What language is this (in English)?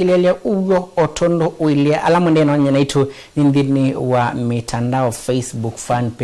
Kamba